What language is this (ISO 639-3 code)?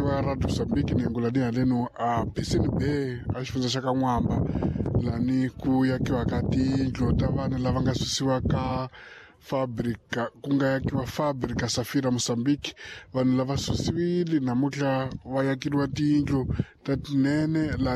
tso